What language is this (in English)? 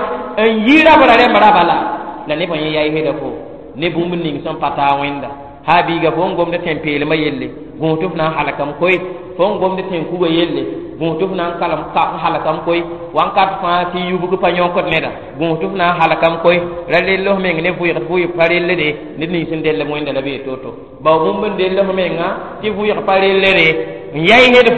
Mossi